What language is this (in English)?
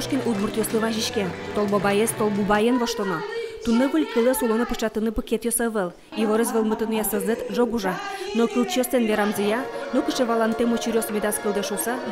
Udmurt